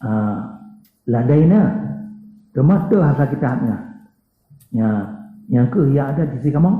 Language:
Achinese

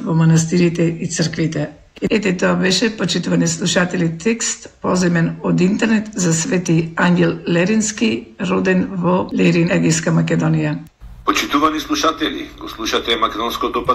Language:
Macedonian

